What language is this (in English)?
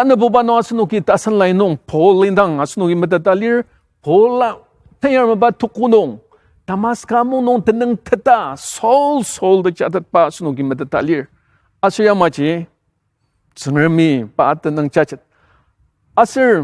Ao Naga